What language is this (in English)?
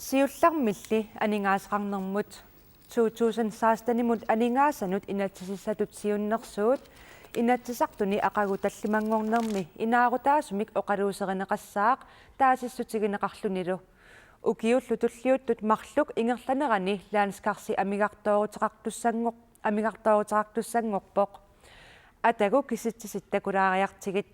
Kalaallisut